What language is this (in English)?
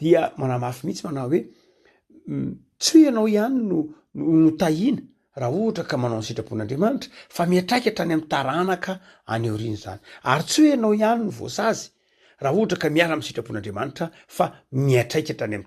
Malagasy